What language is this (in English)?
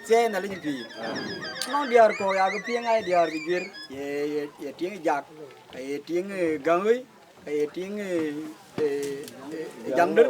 Dinka